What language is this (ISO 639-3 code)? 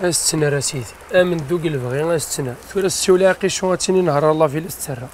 kab